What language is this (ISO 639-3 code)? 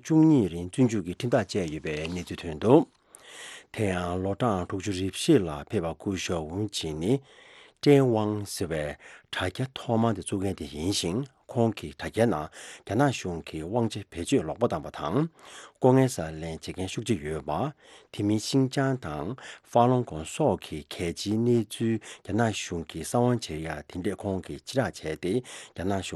bod